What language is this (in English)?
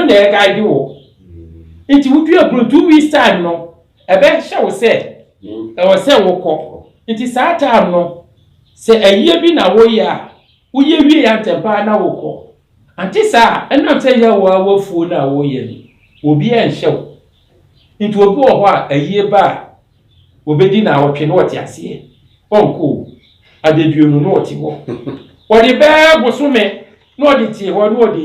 Akan